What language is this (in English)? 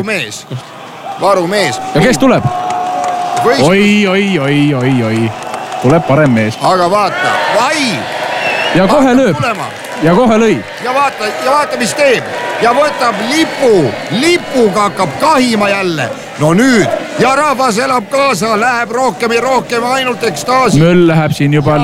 Estonian